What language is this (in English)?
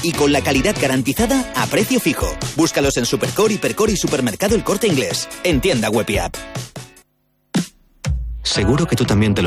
Spanish